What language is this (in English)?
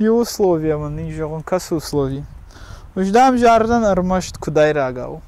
Ossetic